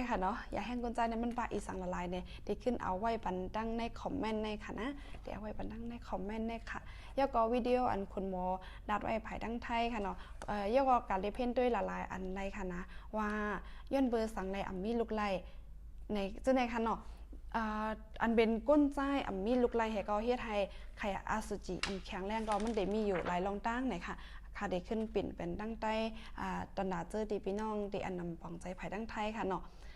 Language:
Shan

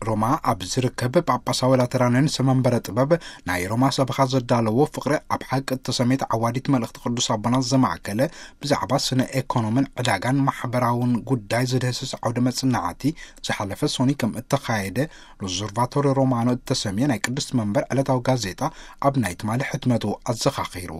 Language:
Tigrinya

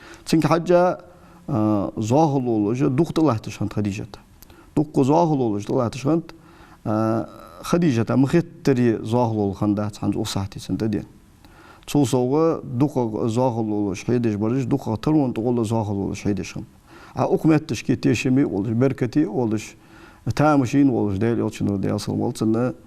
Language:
Ingush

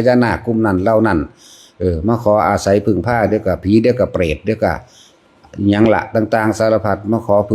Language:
Northeastern Thai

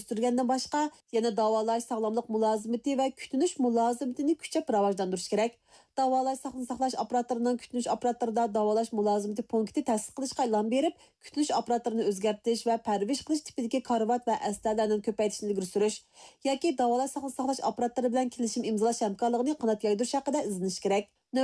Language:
Uyghur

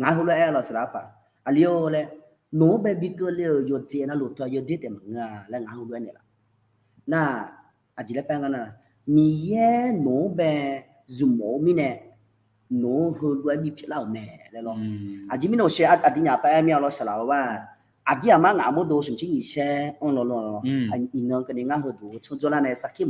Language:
Akha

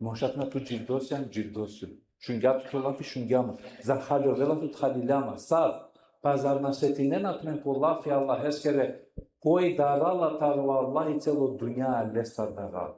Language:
Balkan Romani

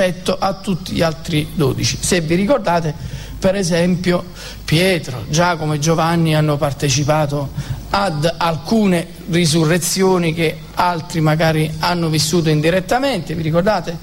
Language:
Italian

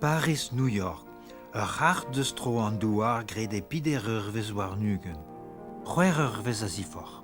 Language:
Breton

